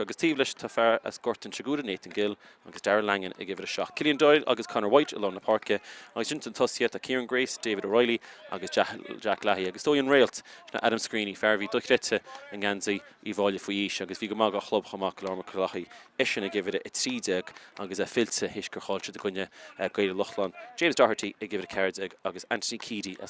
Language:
Irish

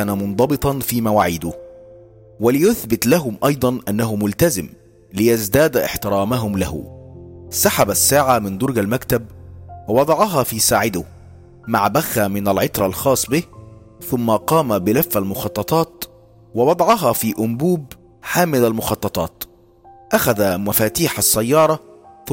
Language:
Arabic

